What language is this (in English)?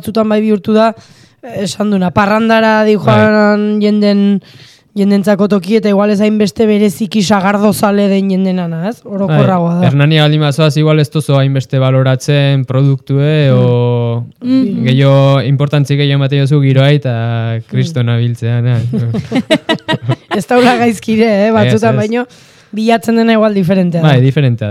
Basque